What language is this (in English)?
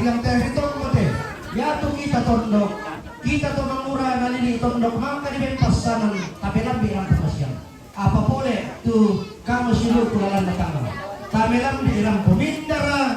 Toraja-Sa'dan